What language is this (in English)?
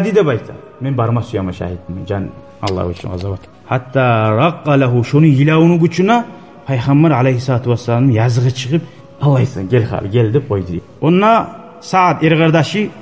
Kumyk